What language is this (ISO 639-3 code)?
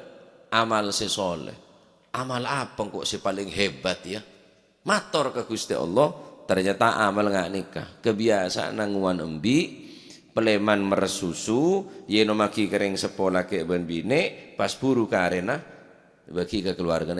mad